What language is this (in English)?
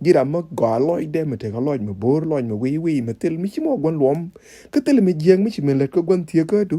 Nuer